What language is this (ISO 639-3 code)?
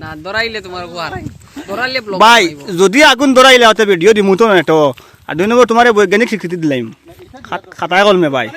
syl